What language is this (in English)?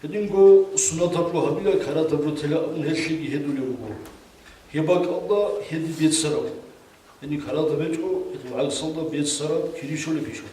Avaric